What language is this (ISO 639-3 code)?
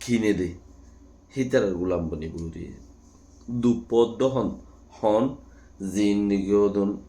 rhg